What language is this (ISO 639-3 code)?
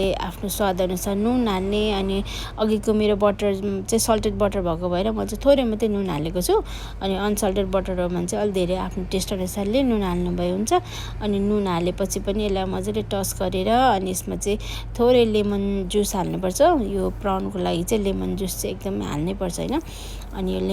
nep